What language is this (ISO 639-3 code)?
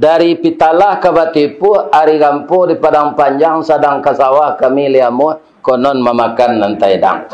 min